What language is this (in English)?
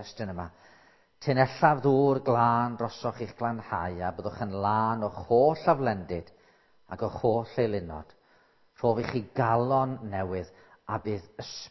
Welsh